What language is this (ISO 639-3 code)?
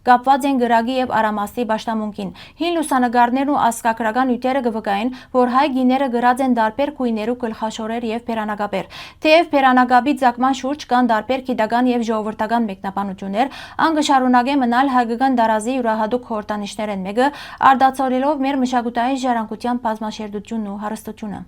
hyw